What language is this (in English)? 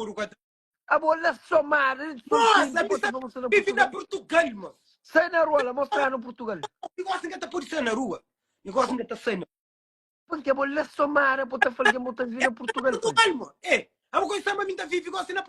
Kabuverdianu